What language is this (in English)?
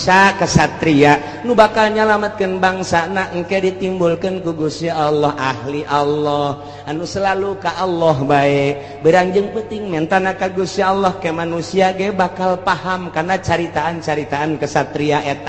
Sundanese